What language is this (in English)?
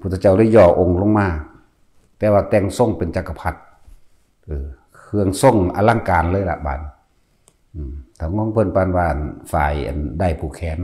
Northeastern Thai